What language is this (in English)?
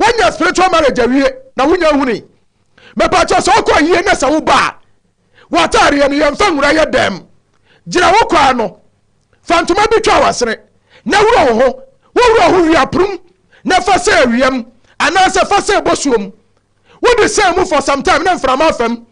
Akan